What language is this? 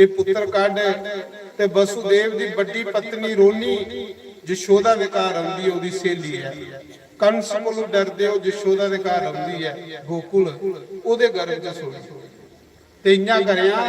Dogri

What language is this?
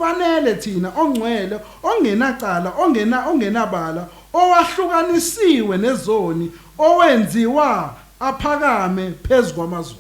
Zulu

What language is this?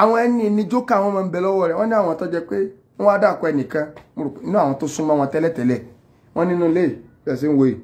Yoruba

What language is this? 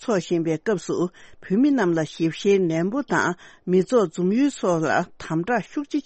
Tibetan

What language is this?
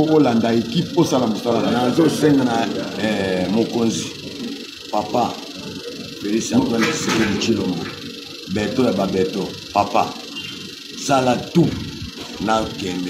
Lingala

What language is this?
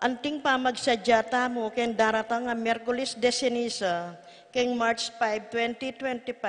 Pampanga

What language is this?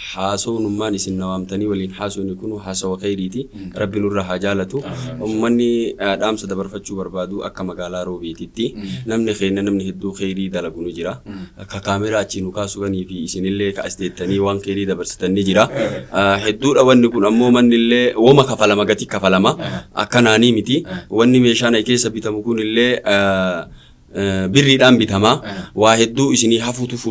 Oromo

